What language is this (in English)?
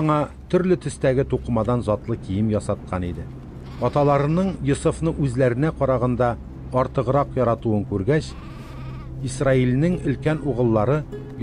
Tatar